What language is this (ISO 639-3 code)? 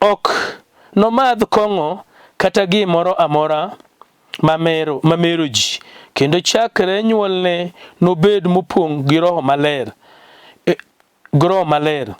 luo